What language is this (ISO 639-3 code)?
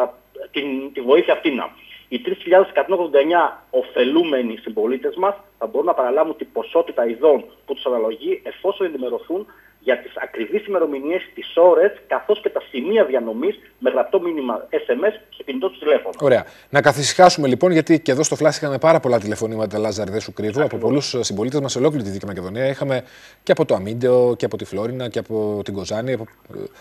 ell